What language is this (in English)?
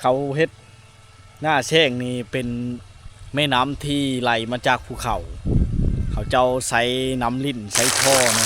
Lao